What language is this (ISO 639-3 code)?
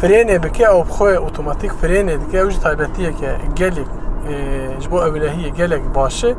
kur